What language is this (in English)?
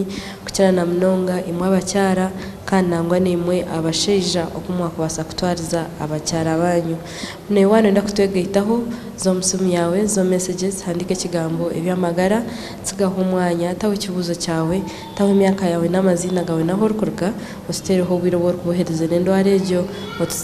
Nyankole